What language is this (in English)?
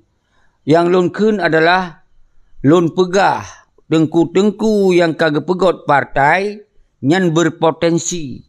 Achinese